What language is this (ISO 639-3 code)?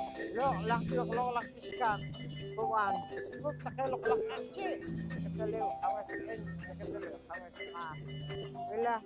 poh